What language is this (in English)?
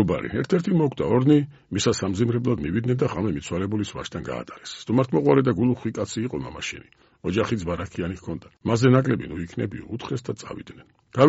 Georgian